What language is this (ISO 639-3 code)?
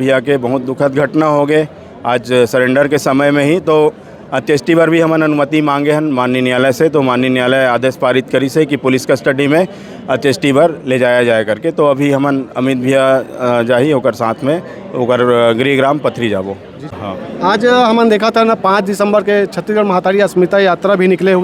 hne